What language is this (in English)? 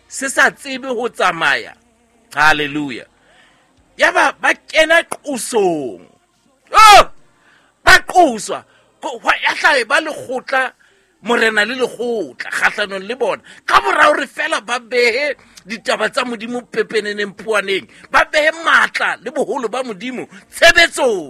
Southern Sotho